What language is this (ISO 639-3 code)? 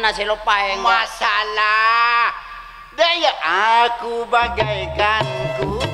mad